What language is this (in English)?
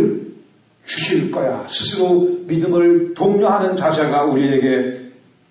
Korean